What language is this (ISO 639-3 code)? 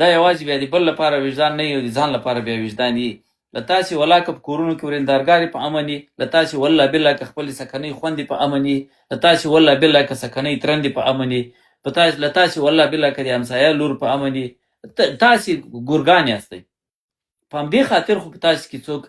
pus